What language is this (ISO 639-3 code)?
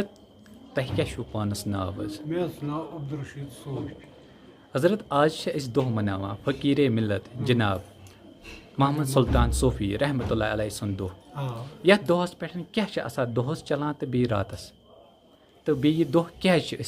kas